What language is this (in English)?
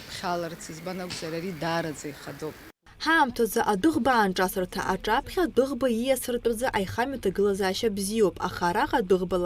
Abkhazian